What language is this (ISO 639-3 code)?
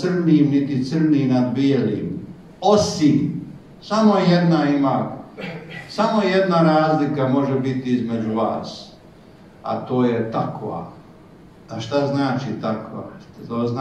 bos